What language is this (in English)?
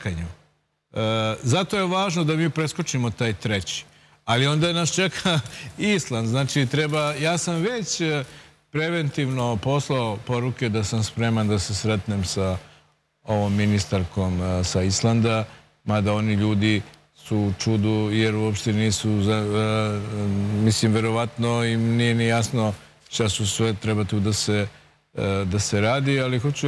Serbian